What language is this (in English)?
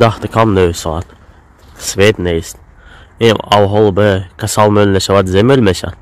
Tajik